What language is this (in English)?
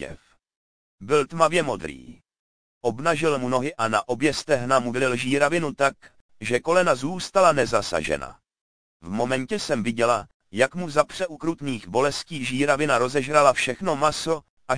Czech